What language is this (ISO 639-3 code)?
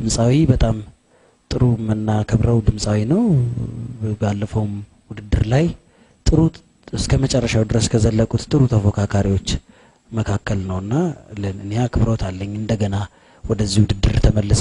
amh